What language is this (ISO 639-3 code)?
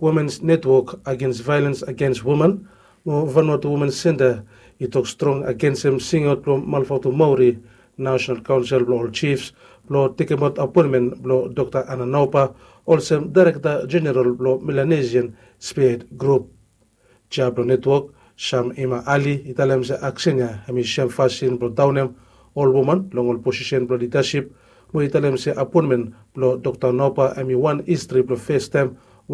bis